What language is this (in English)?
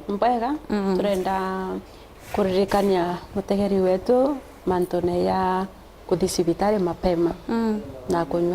Meru